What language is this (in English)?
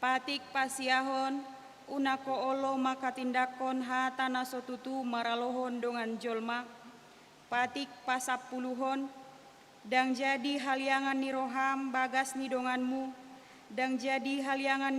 Batak Toba